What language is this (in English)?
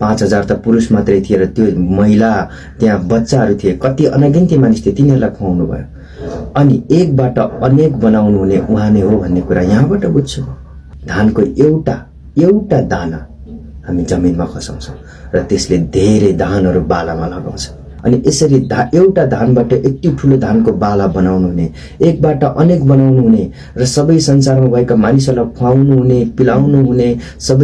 Nepali